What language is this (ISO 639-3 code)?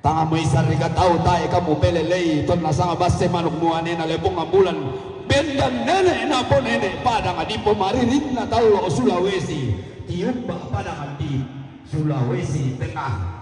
sda